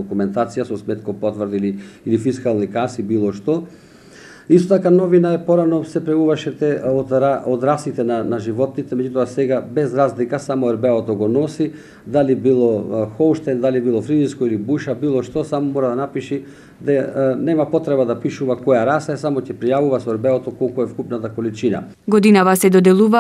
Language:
Macedonian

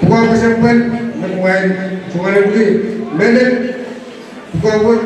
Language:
Pohnpeian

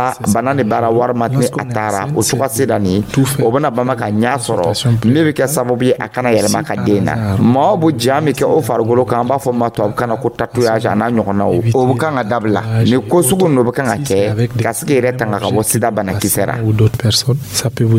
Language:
Dyula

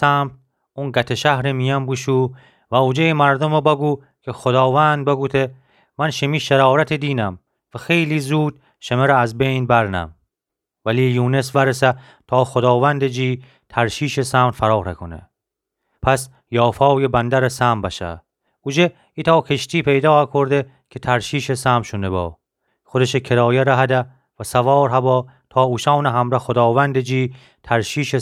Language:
Gilaki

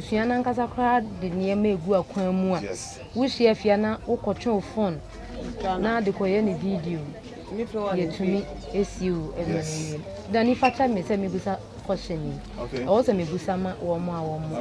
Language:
Akan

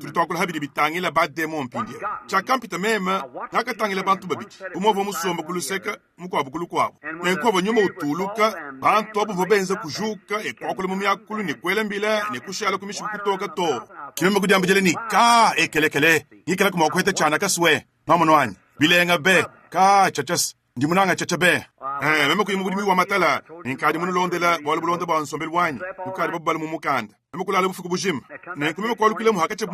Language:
Luba-Lulua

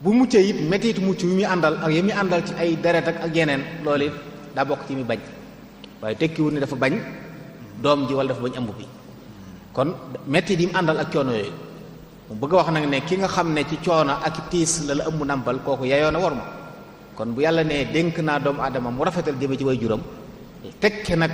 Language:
Wolof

